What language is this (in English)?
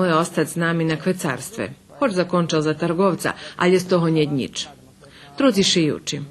Rusyn